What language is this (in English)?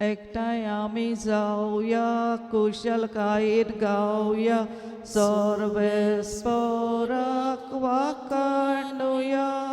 Konkani